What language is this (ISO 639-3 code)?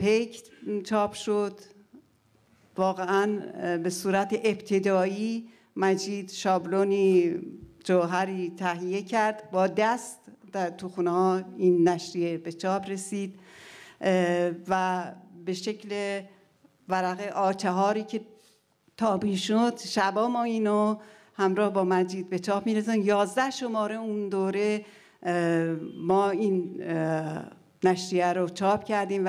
fas